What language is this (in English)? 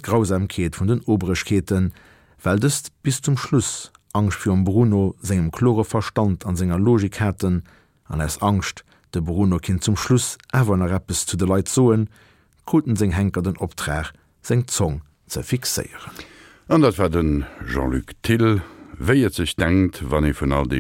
Luxembourgish